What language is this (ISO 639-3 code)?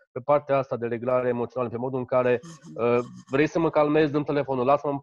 ron